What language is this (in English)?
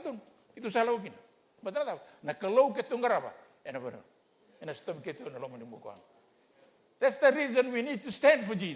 Fijian